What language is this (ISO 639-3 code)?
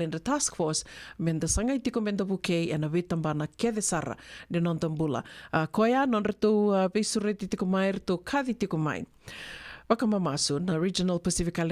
fij